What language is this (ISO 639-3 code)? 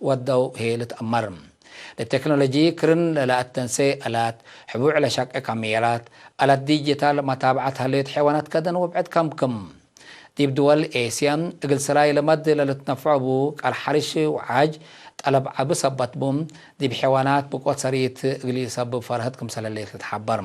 tig